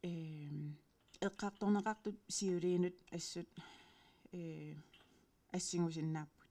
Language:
Kalaallisut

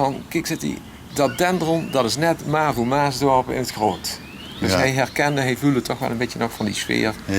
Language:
Limburgish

